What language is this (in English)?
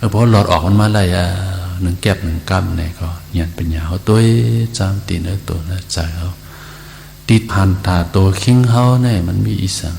Shan